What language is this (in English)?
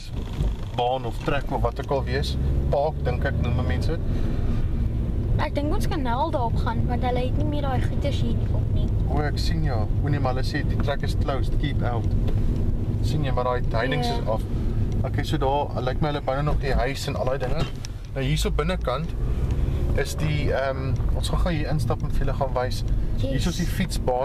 Afrikaans